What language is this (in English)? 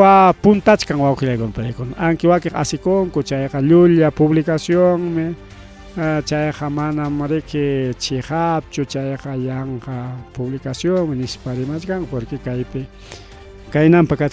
Ayacucho Quechua